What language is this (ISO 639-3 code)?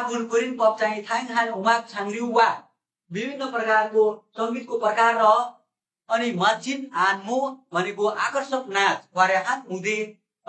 nep